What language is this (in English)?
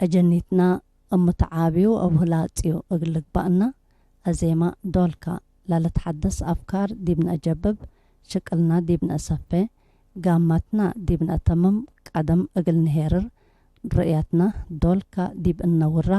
Tigre